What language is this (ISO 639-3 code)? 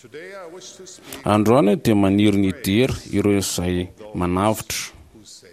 mlg